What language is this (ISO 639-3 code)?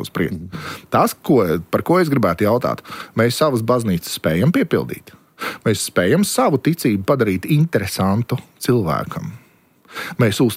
lav